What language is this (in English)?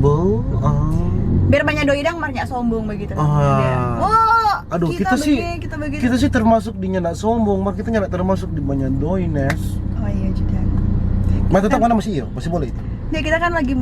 Manado Malay